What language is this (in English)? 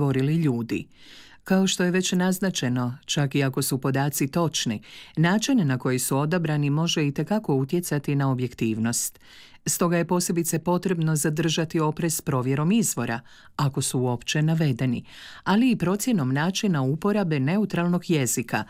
Croatian